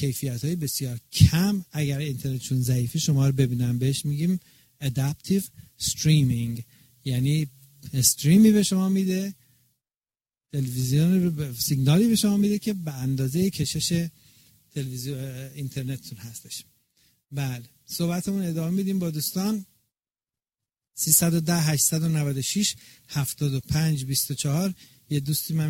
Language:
Persian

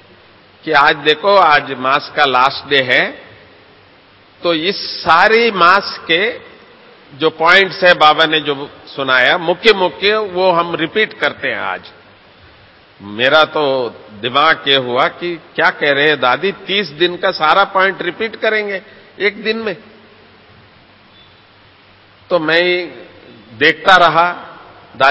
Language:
Hindi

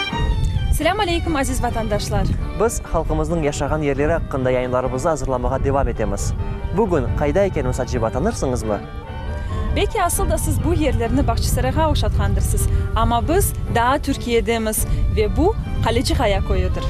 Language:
Crimean Tatar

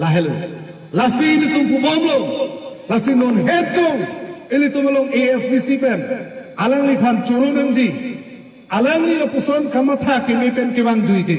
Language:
Karbi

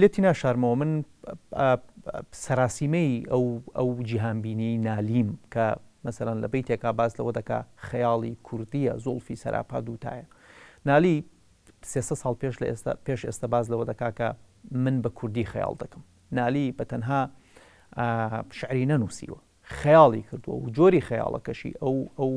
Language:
Central Kurdish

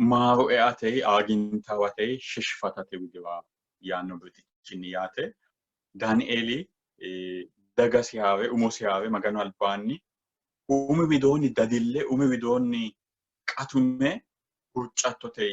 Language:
Sidamo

